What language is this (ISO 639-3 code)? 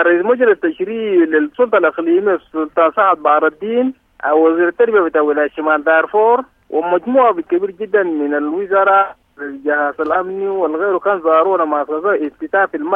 apd